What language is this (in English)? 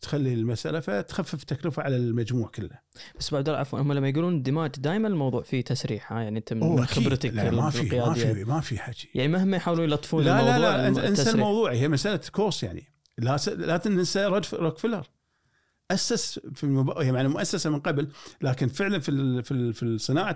Gulf Arabic